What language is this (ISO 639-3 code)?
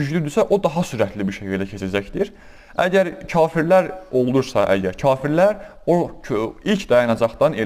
aze